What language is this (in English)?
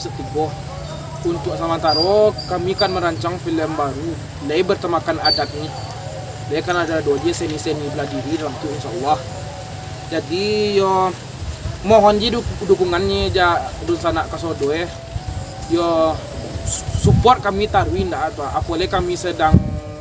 Minangkabau